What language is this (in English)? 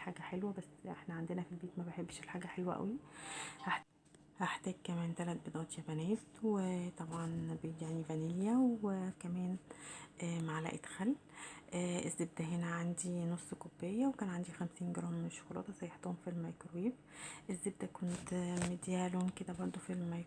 Egyptian Arabic